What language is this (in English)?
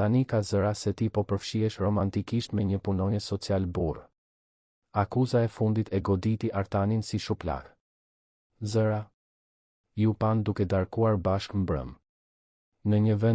Albanian